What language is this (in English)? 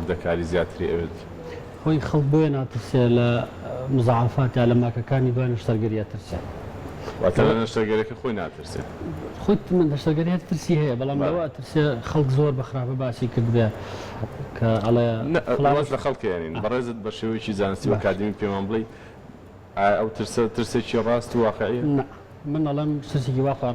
Central Kurdish